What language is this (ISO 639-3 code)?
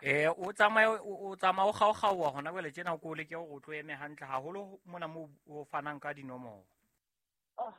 sot